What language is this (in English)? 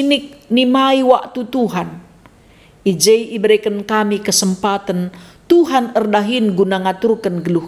Batak Karo